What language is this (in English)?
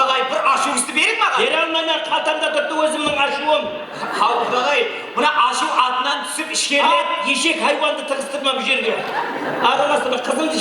Kara-Kalpak